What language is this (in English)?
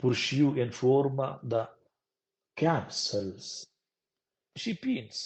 Romansh